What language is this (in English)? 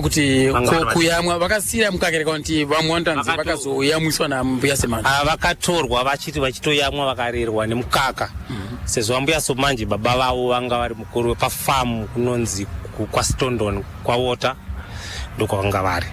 Shona